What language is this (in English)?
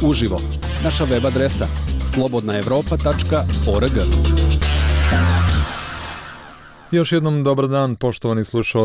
Bosnian